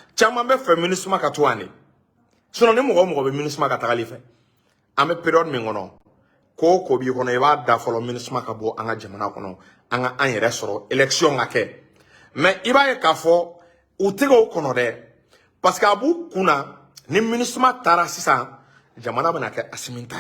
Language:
Bambara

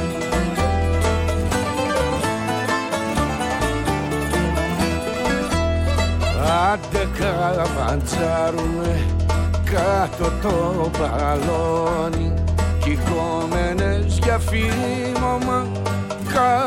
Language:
Greek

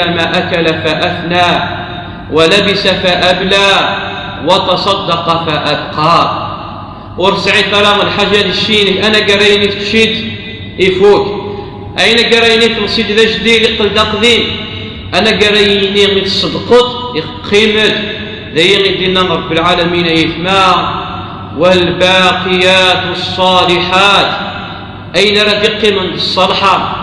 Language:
Kabyle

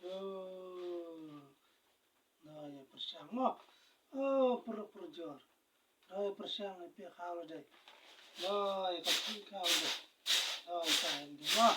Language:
Khasi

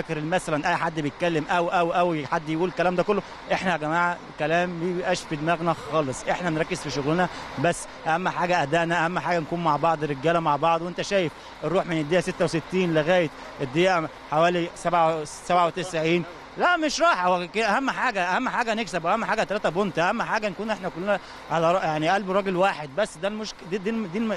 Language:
Egyptian Arabic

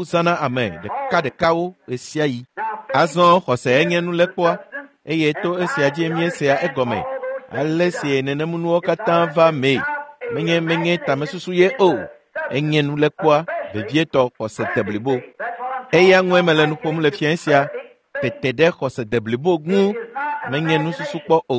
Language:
Ewe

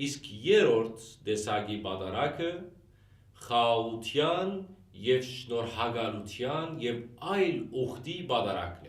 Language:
Western Armenian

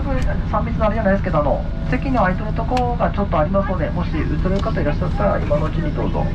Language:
Japanese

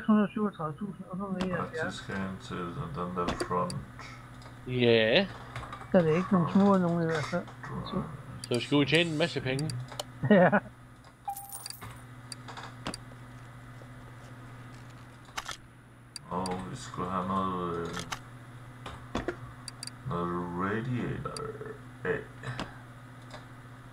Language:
Danish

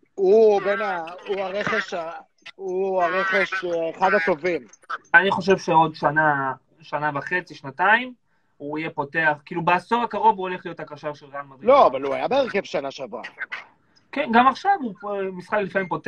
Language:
Hebrew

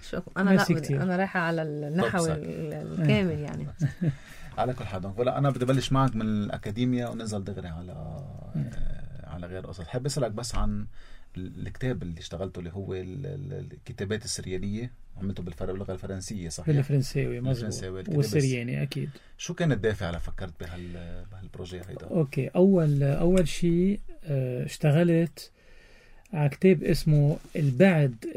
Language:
North Levantine Arabic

